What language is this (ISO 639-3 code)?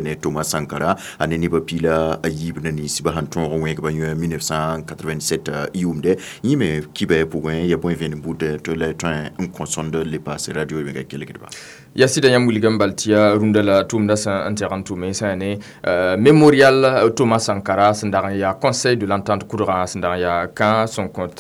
mos